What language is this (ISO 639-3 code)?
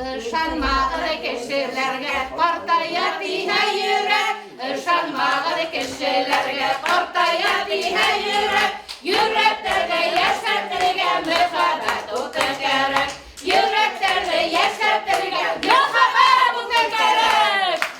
bak